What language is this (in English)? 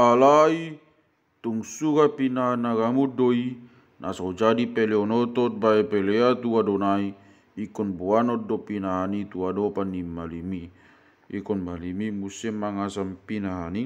Batak Toba